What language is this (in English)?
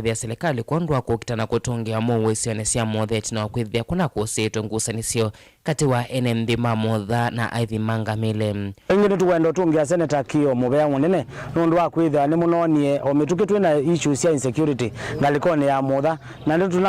Kamba